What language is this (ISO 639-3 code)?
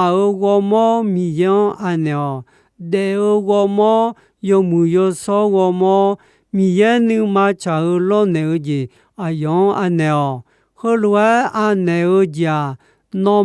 ahk